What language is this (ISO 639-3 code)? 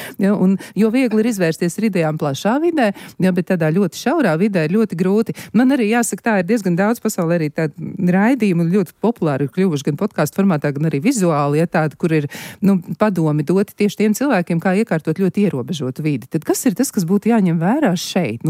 lav